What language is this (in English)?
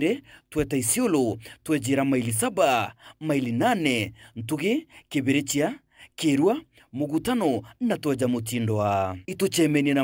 Meru